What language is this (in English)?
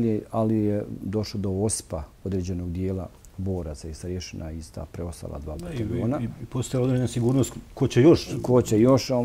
Bosnian